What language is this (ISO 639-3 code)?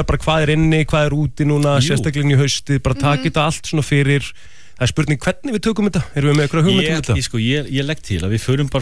isl